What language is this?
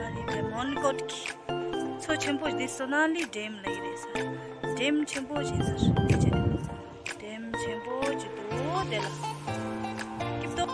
Tibetan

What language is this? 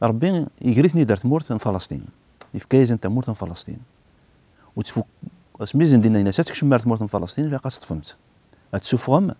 Kabyle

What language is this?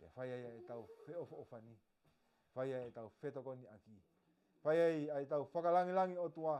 Tongan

